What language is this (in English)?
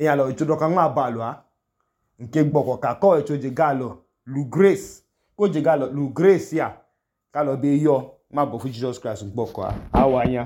Idoma